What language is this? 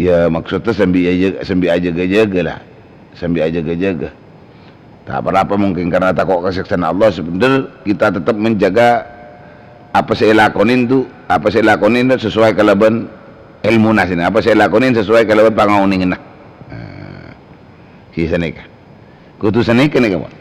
Madurese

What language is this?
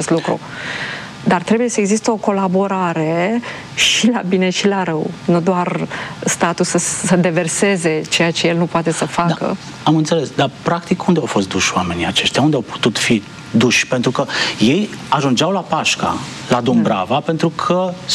Romanian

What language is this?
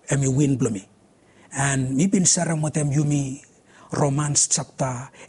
Bislama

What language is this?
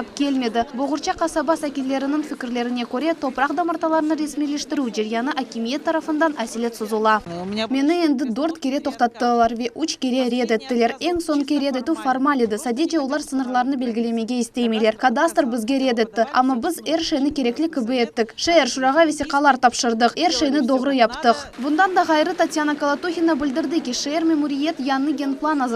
Crimean Tatar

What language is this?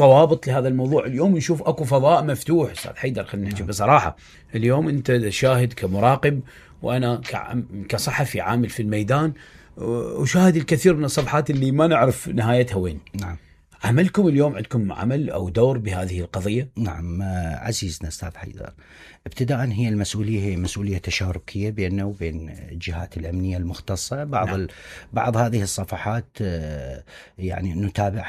Mesopotamian Arabic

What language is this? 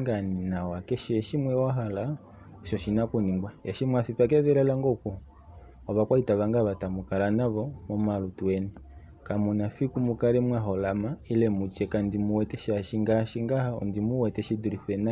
Kuanyama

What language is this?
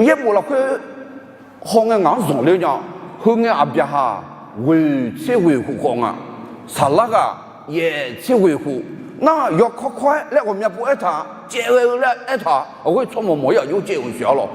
Akha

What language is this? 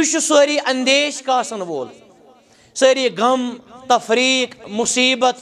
Kashmiri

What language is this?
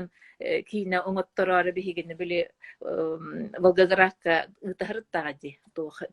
Yakut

